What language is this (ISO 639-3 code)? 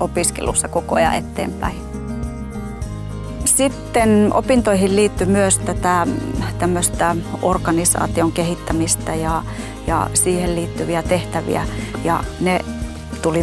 fin